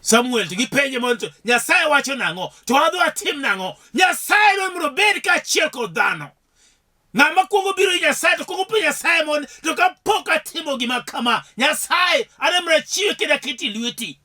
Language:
Luo (Kenya and Tanzania)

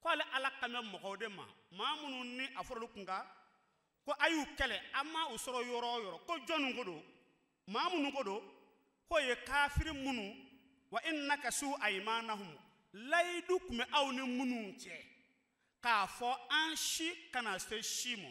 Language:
Bambara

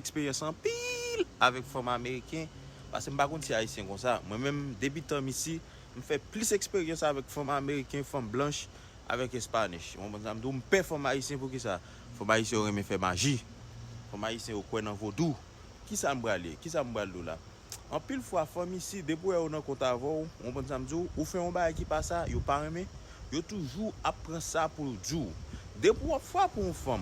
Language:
Haitian Creole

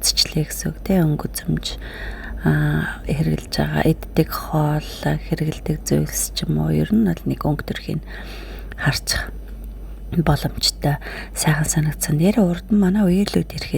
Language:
Mongolian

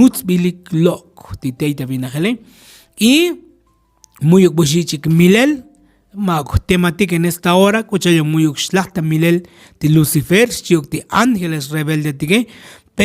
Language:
Tzotzil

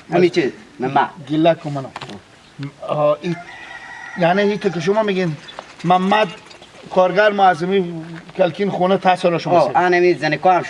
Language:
Persian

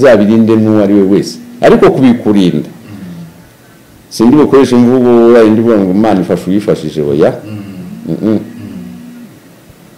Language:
Kinyarwanda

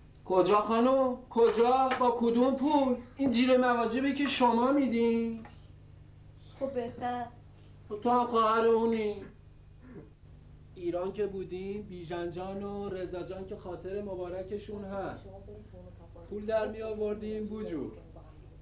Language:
Persian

